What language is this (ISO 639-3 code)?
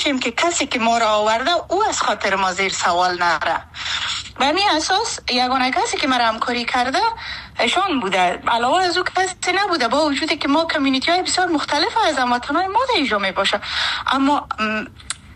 fas